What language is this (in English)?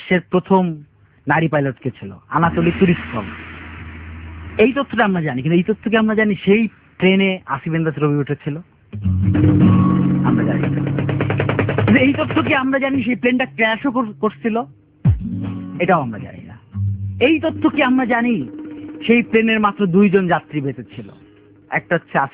Bangla